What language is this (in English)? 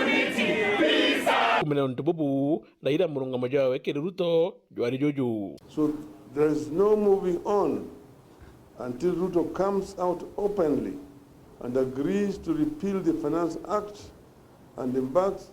Meru